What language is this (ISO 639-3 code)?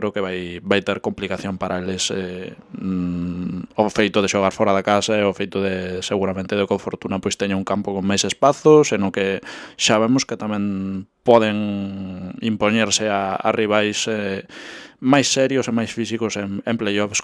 glg